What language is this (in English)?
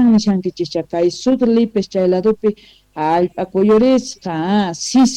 Quechua